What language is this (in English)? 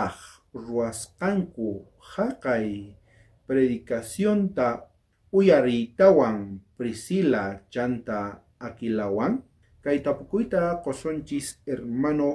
South Bolivian Quechua